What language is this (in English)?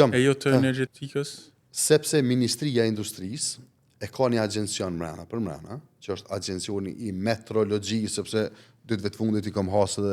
Albanian